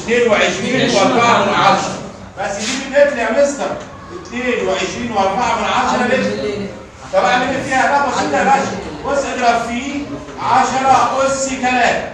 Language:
Egyptian Arabic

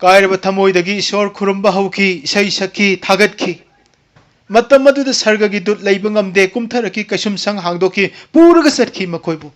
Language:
Manipuri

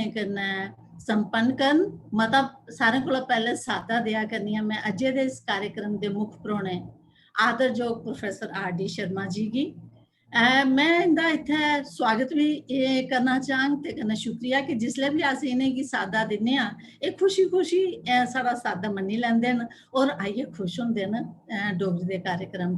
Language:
Dogri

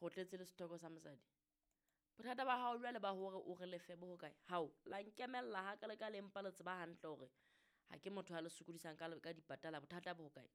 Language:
Southern Sotho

